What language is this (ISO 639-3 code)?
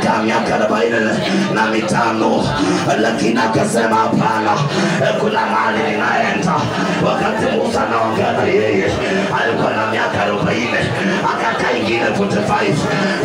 swa